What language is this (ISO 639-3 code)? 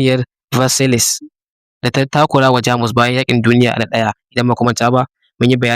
hau